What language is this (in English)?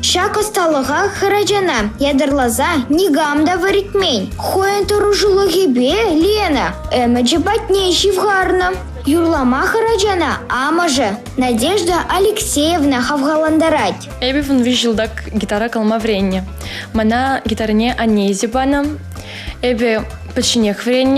Chuvash